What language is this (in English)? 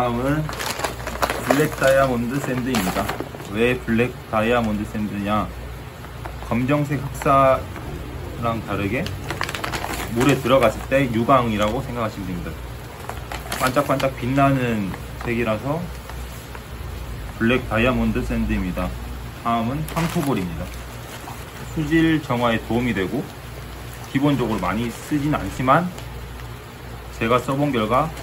Korean